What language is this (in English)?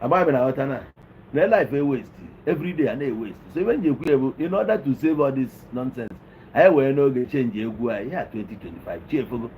Igbo